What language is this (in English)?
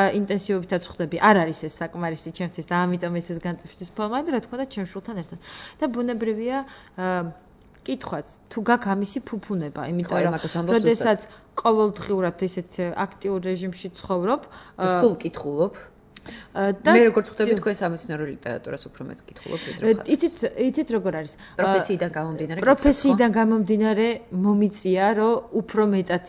Georgian